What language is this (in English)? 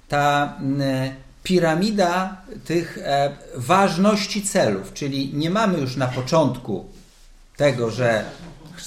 Polish